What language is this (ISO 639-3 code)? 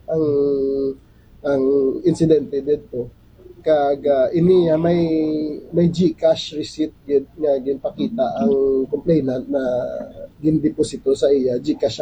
hil